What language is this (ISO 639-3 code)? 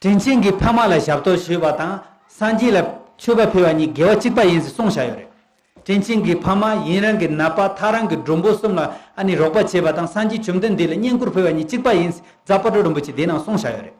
bod